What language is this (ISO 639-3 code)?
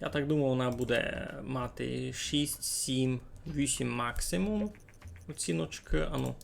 rue